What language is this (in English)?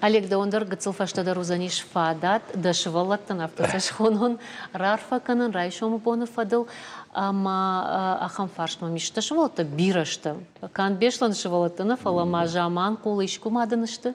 Ossetic